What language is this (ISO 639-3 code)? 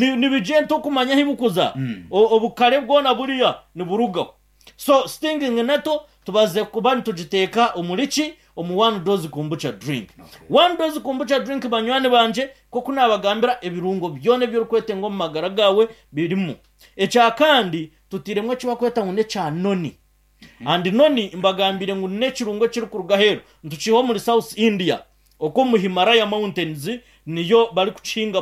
nyn